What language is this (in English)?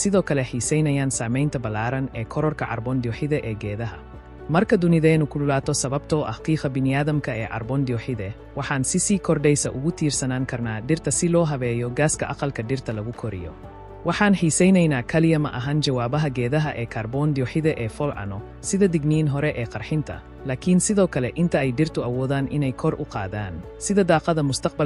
Somali